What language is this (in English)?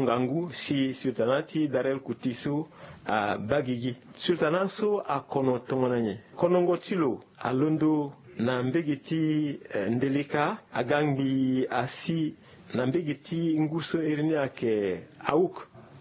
Sango